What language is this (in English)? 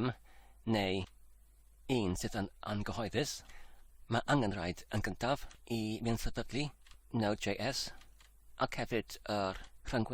Welsh